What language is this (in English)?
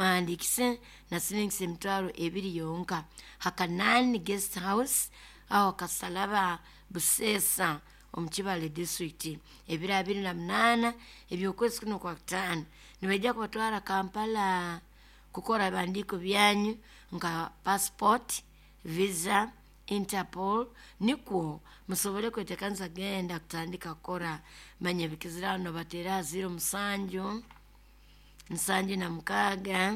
Nyoro